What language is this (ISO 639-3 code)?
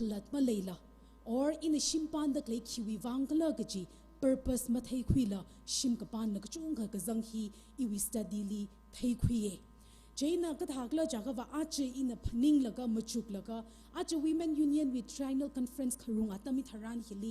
nmf